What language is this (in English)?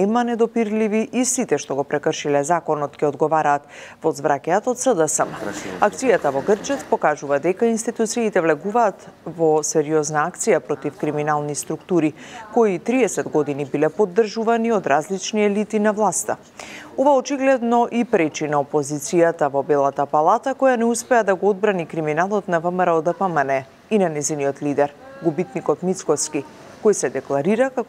Macedonian